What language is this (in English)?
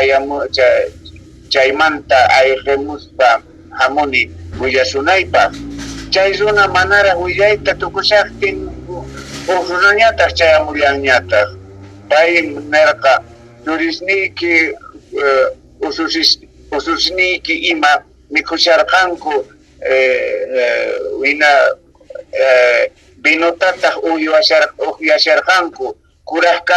South Bolivian Quechua